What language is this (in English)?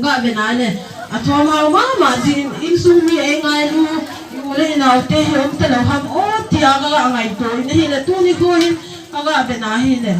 Hmar